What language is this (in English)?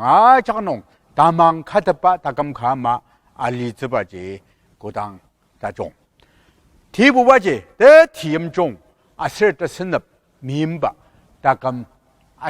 Ao Naga